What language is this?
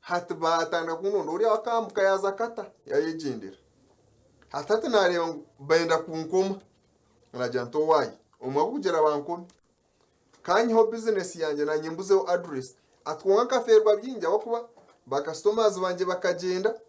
Nyankole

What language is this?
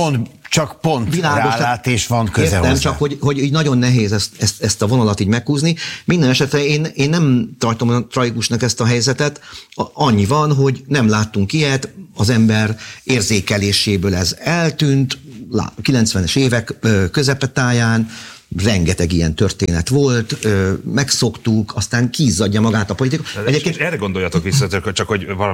Hungarian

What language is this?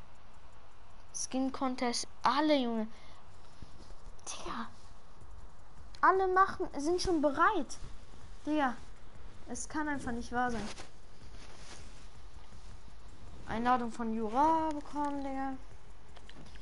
German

